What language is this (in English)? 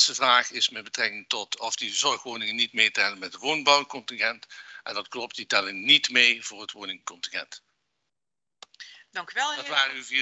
Dutch